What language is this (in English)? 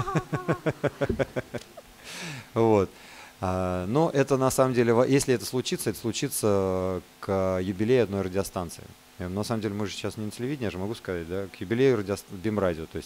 Russian